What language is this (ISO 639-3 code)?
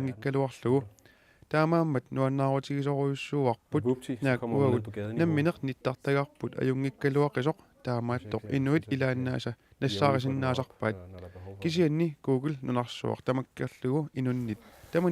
kal